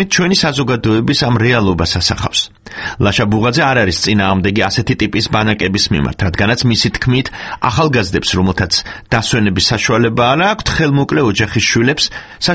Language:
Georgian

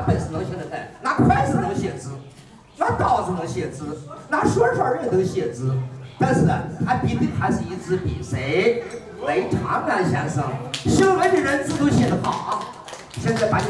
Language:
Chinese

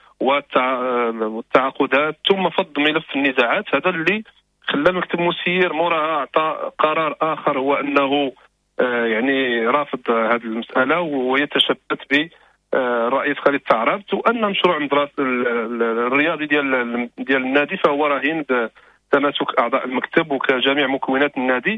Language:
Moroccan Arabic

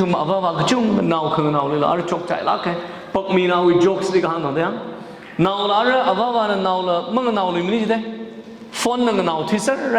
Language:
Tangkhul Naga (India)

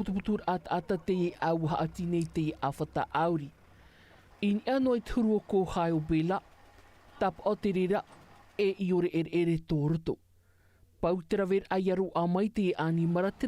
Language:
Tahitian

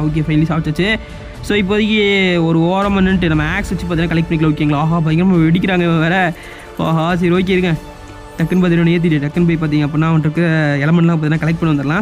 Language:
Tamil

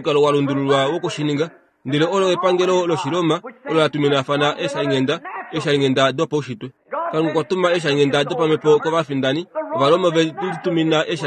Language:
Kuanyama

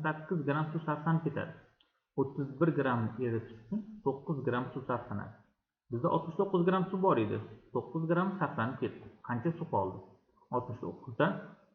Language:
Uzbek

